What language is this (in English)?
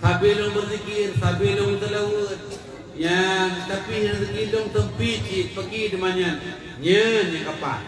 Achinese